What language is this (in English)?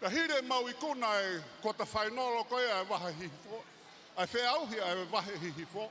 Tongan